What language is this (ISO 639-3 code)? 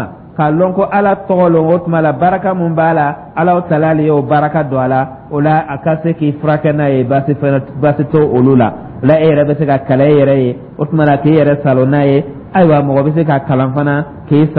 dyu